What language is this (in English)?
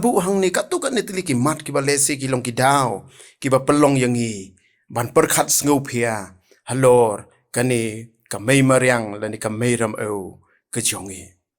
Khasi